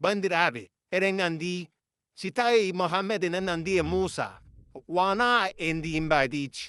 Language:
Fula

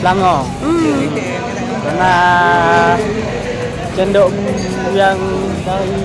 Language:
Achinese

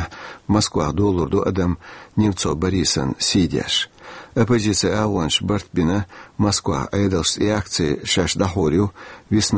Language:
Chechen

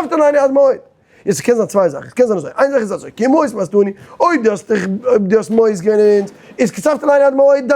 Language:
Yiddish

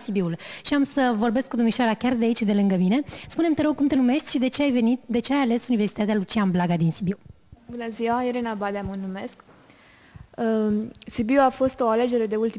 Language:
Romanian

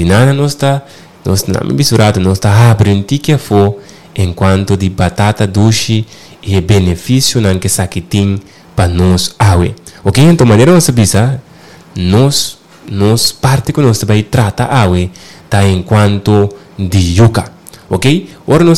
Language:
Papiamento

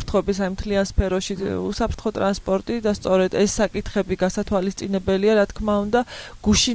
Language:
Georgian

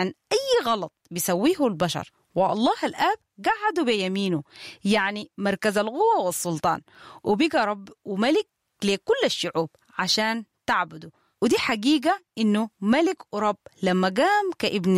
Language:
Sudanese Arabic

